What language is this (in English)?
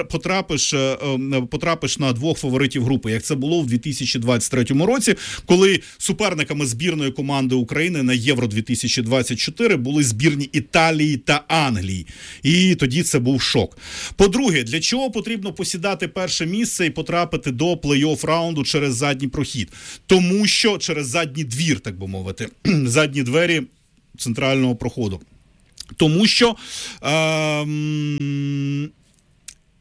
Ukrainian